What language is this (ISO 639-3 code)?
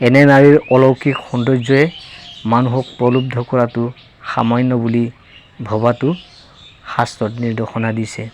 asm